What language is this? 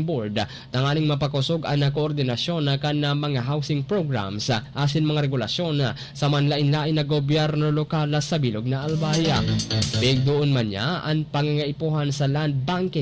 Bikol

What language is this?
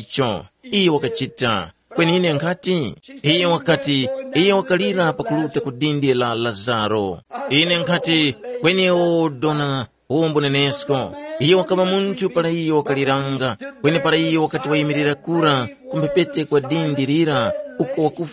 Tumbuka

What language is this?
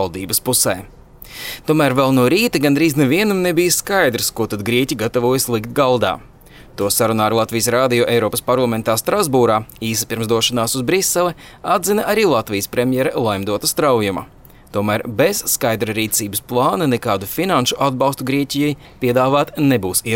Latvian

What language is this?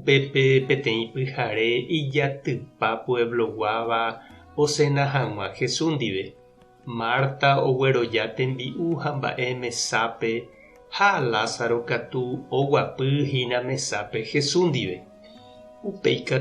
Guarani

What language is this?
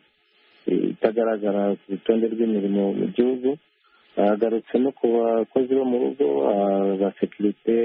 Kinyarwanda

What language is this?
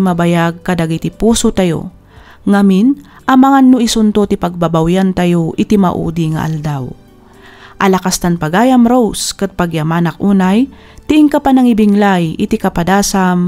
Iloko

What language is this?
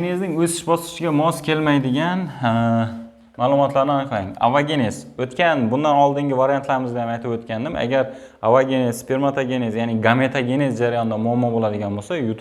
Uzbek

